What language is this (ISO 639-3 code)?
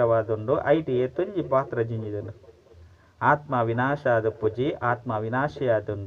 tcy